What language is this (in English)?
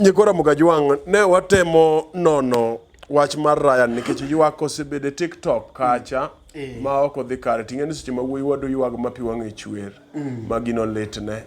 Luo (Kenya and Tanzania)